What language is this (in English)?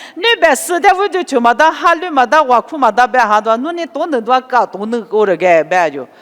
Lisu